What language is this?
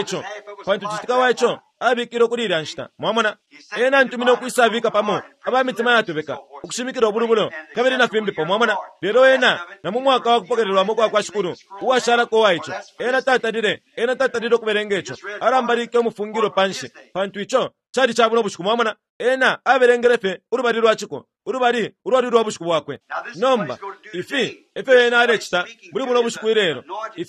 Bemba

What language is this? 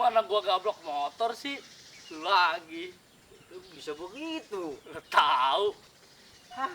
Betawi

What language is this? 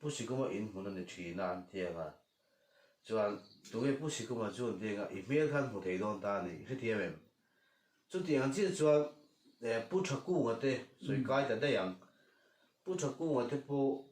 Mizo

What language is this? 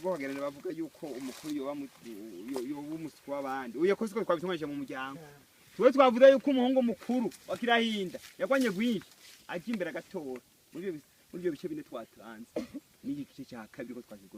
Rundi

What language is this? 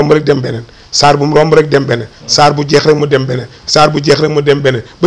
Wolof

